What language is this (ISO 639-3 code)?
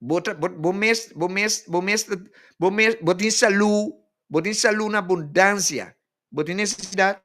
pap